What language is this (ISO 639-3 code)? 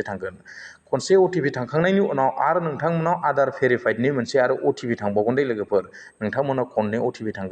brx